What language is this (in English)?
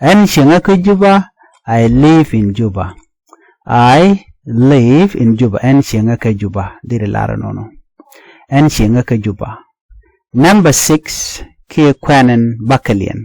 Nuer